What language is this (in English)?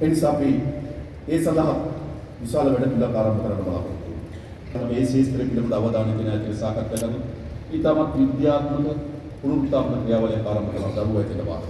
Sinhala